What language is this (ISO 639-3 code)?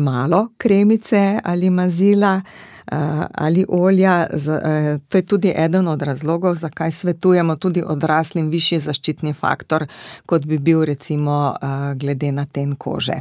slv